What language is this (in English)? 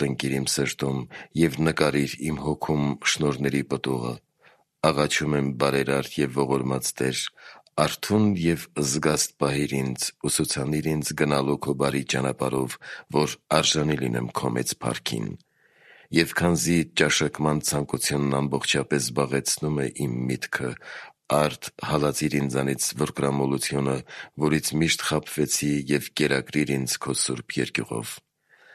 Armenian